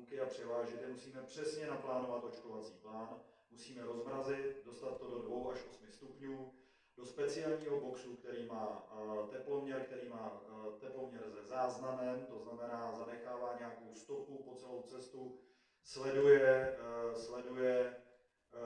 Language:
Czech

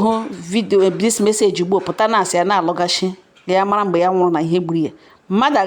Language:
Igbo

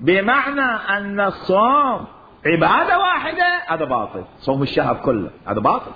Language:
Mesopotamian Arabic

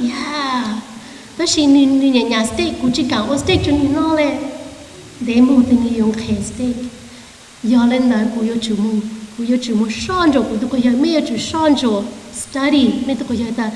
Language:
Hmong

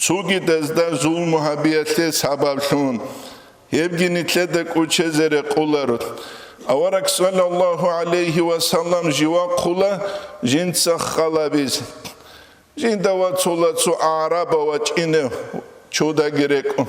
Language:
Avaric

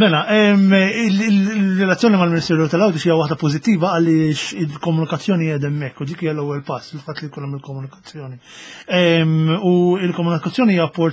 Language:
Maltese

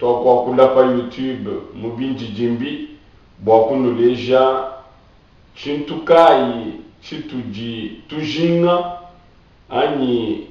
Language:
Luba-Lulua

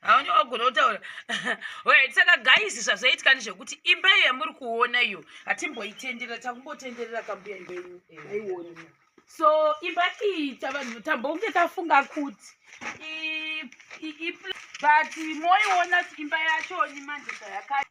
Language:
Shona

